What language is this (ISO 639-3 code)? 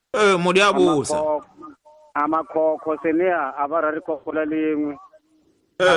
tso